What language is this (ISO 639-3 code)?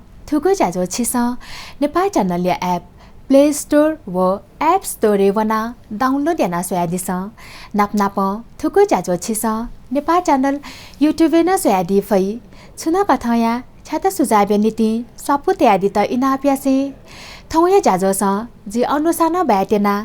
new